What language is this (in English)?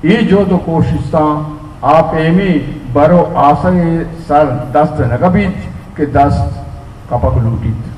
Baluchi